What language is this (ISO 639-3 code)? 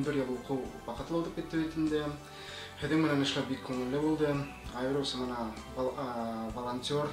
bak